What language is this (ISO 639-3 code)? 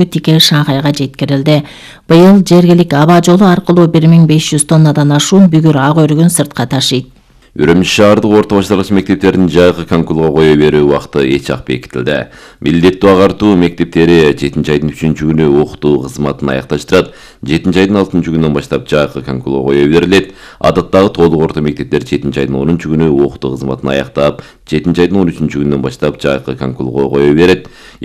kir